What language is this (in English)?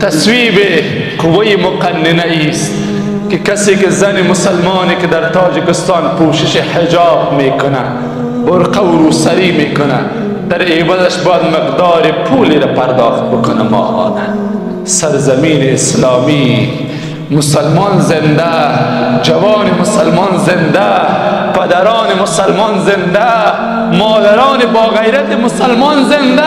Persian